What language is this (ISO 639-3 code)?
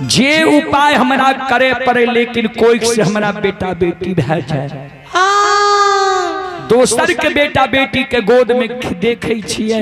mai